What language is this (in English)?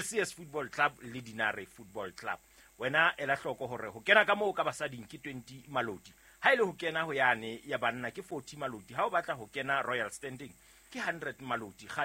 Southern Sotho